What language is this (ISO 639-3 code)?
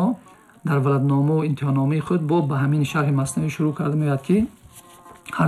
tgk